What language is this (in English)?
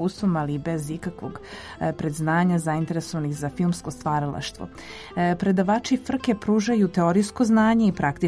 Serbian